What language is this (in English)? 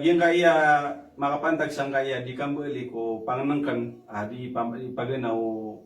Maranao